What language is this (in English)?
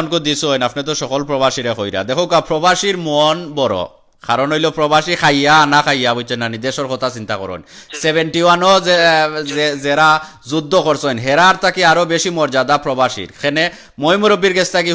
Sylheti